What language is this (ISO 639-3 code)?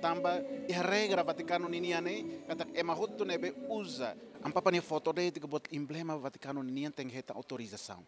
tet